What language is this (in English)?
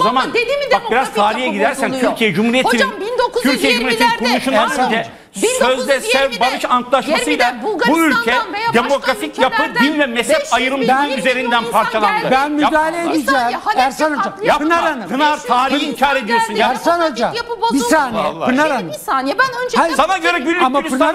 Turkish